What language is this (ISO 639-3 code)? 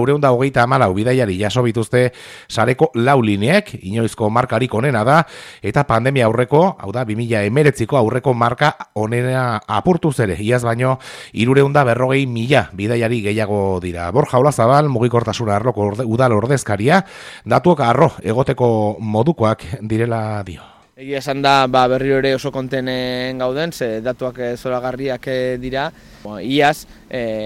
eus